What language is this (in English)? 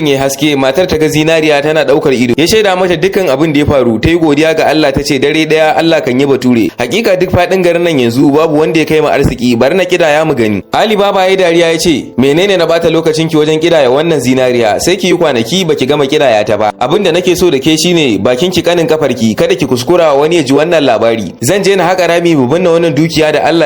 Hausa